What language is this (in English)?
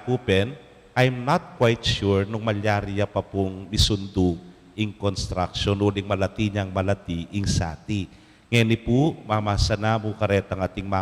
Pampanga